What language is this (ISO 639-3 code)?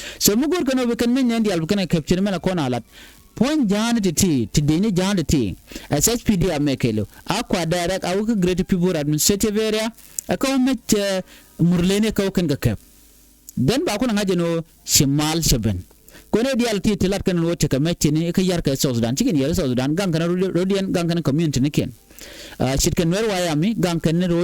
nus